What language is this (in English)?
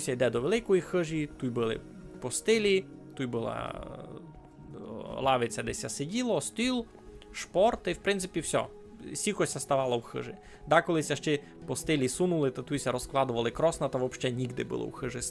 Rusyn